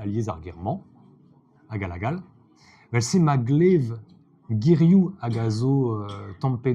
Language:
Breton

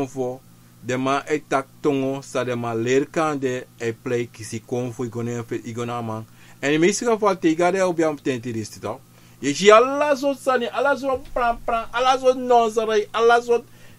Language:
Sranan Tongo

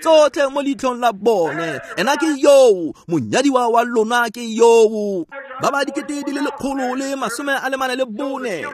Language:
Tswana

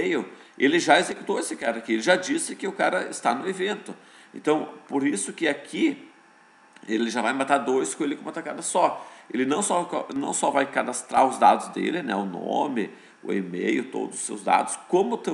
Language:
Portuguese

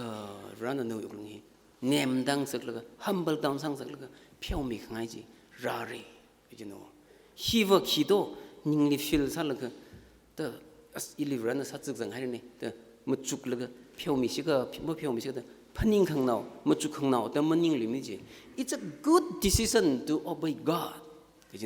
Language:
Tangkhul Naga (India)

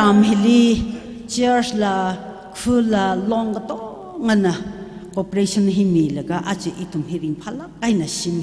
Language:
Tangkhul Naga (India)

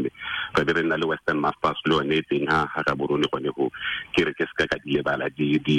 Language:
Tswana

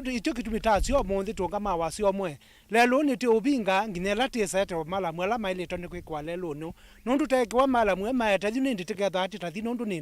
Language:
Kamba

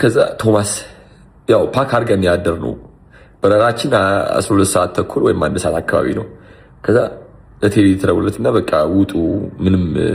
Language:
Amharic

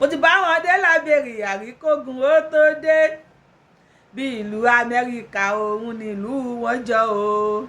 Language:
Yoruba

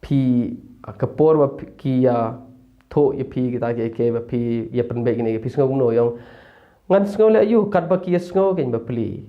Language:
Khasi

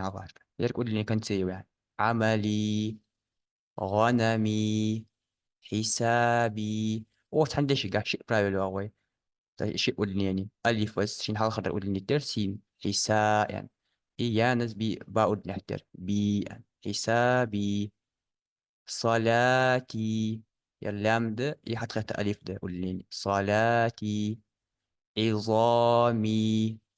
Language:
Ingush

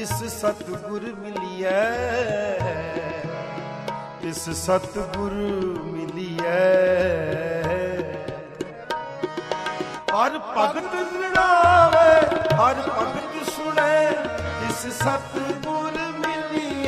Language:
Punjabi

